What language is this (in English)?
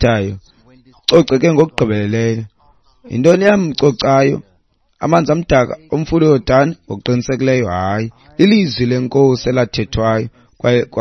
Xhosa